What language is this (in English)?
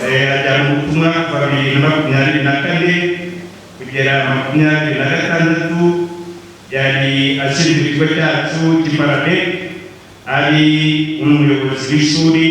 Kinyarwanda